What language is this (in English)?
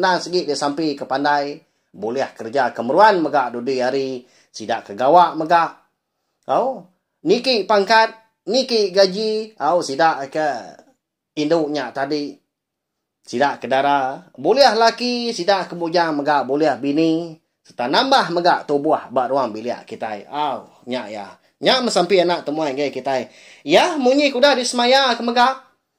Iban